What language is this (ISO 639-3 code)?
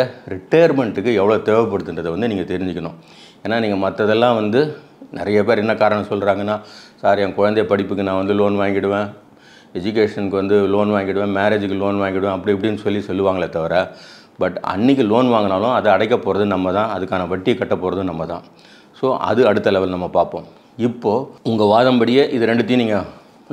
tam